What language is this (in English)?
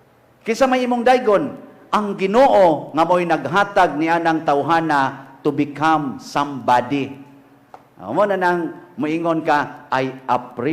Cebuano